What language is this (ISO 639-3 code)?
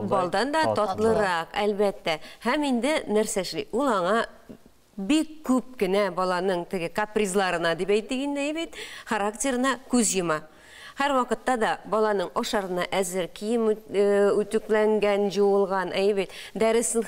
tat